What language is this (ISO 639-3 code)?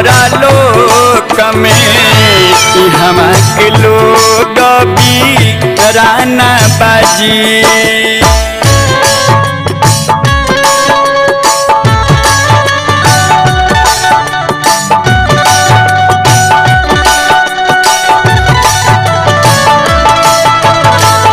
bho